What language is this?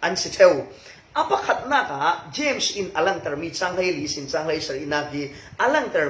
Falam Chin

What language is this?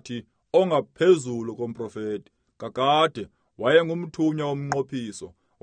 Xhosa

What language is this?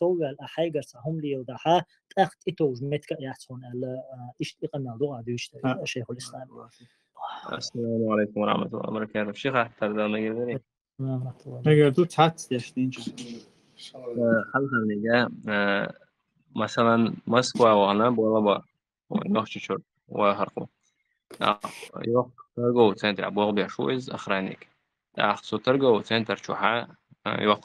Chechen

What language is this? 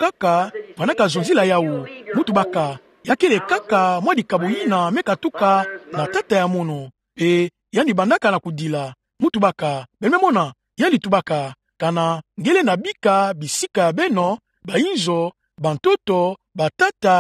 Kituba (Democratic Republic of Congo)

